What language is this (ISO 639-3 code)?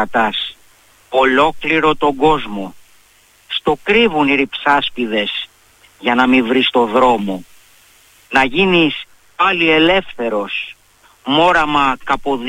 ell